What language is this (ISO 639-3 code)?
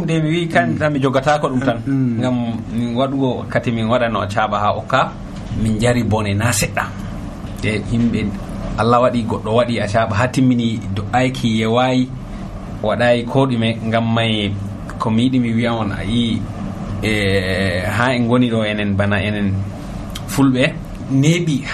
fuv